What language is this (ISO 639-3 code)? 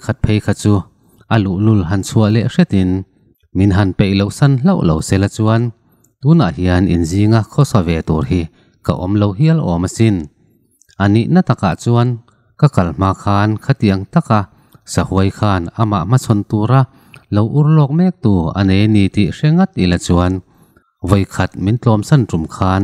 lus